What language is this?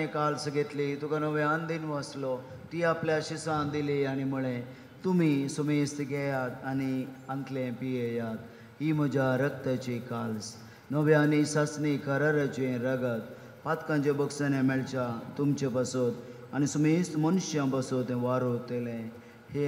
Konkani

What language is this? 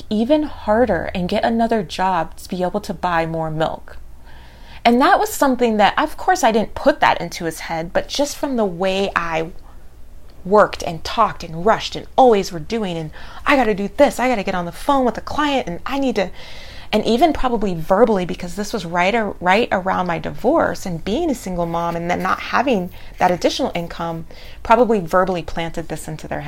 English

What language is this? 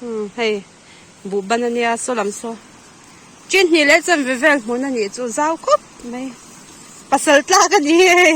Mizo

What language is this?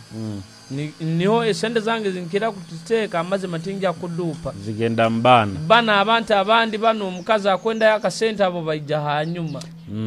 Nyoro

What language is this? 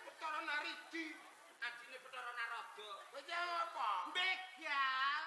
Javanese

